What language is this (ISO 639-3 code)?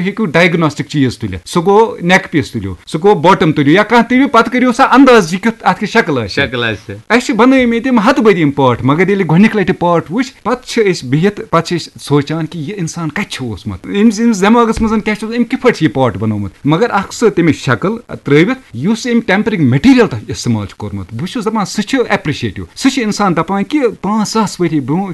kas